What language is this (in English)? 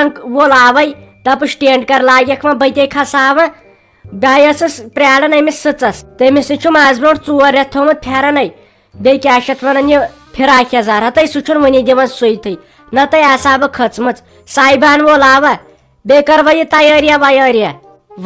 Kashmiri